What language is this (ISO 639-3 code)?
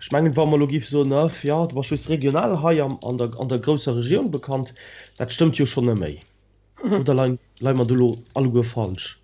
ltz